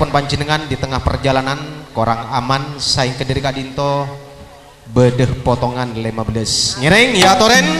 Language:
Madurese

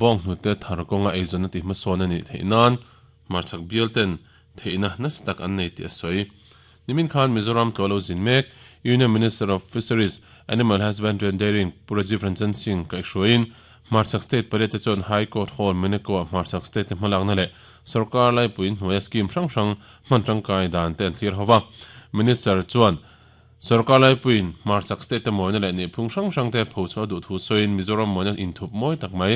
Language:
Mizo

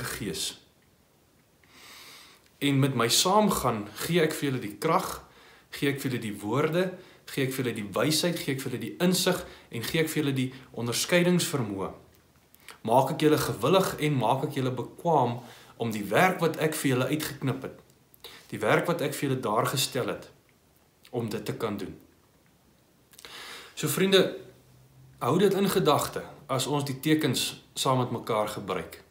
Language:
Afrikaans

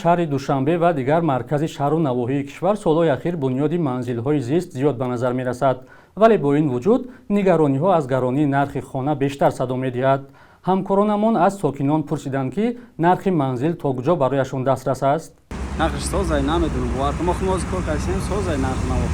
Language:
Tajik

